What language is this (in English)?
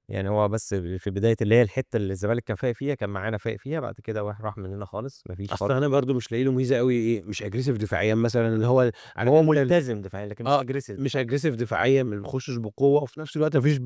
Egyptian Arabic